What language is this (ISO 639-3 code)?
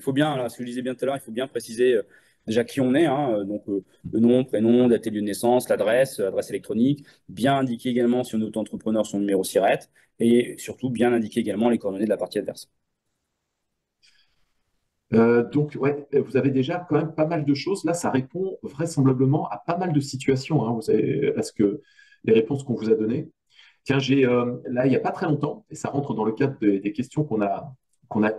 fra